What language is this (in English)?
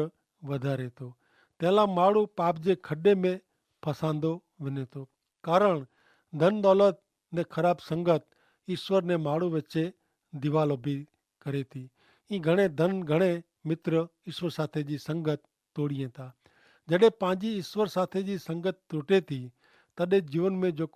Kachhi